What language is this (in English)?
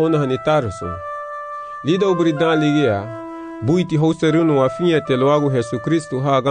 Garifuna